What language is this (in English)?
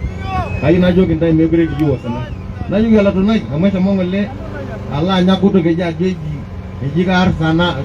Masai